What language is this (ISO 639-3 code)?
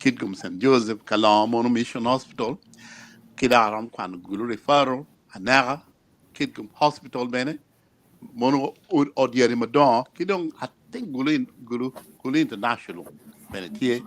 ach